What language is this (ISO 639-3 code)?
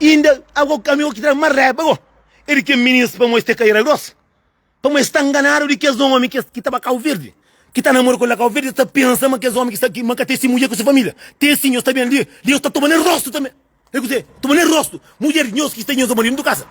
kea